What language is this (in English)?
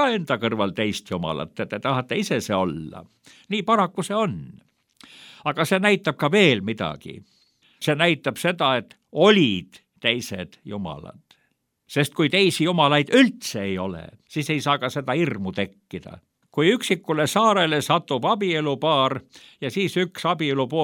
Estonian